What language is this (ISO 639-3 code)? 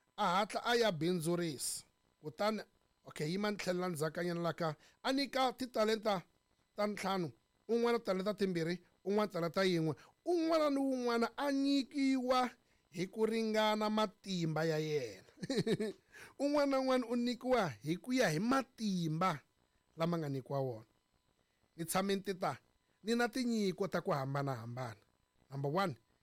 tso